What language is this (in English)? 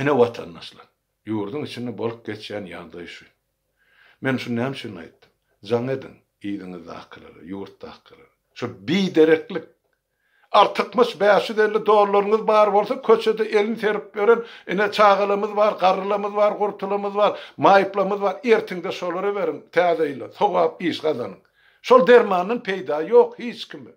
Turkmen